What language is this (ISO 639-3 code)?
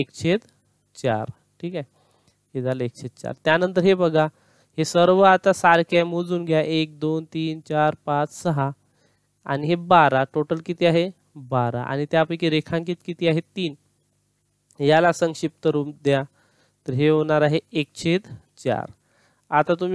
mar